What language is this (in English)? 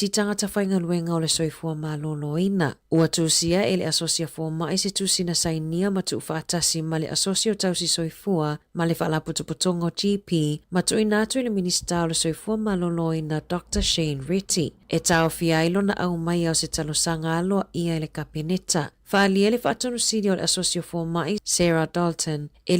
Samoan